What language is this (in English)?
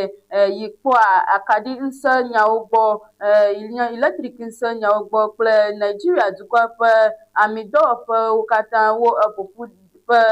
Ewe